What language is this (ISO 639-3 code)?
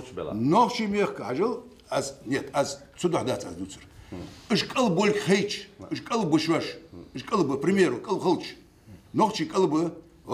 che